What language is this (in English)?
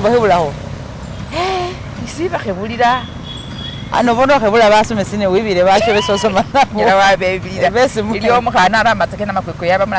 Masaaba